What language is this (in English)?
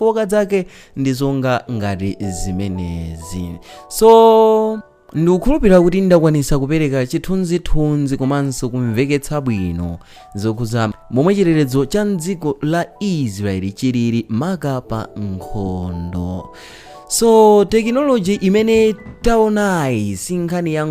Nyanja